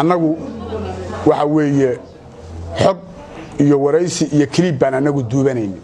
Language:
Somali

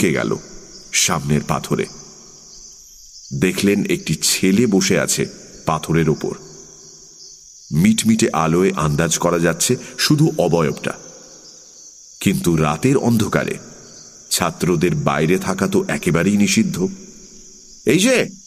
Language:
Bangla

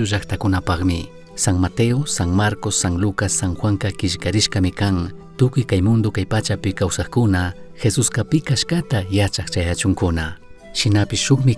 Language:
Chimborazo Highland Quichua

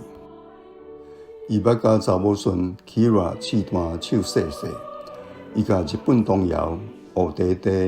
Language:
Min Nan Chinese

